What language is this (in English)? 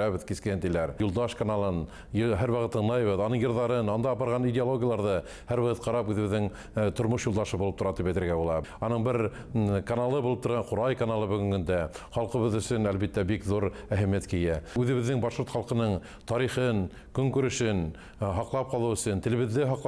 Bashkir